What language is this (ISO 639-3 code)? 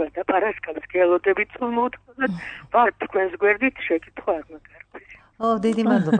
kat